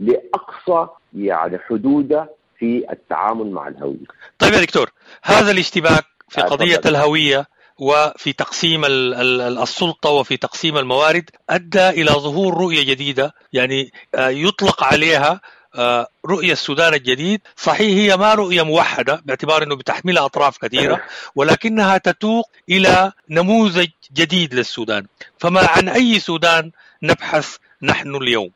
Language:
Sudanese Arabic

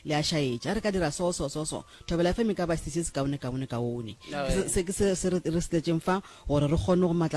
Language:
Northern Sotho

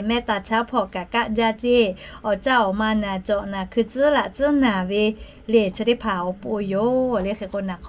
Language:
Lahu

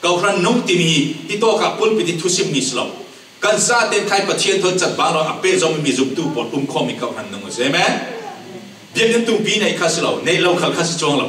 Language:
Falam Chin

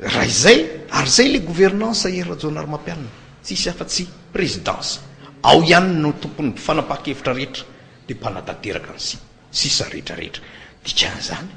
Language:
Malagasy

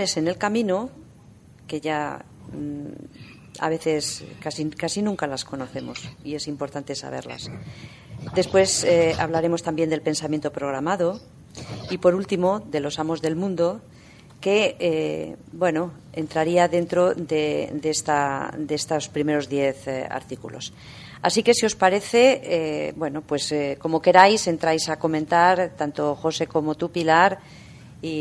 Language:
Spanish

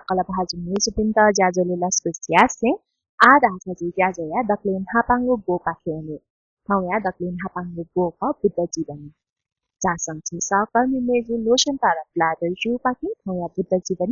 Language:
Newari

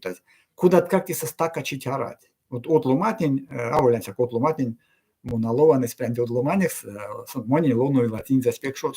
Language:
Erzya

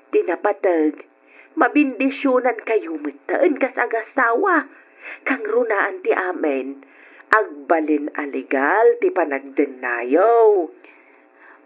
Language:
Iloko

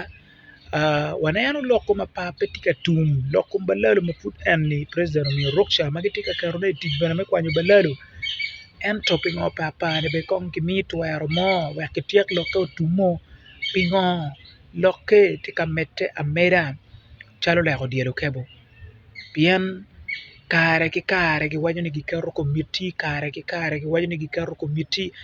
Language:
Acoli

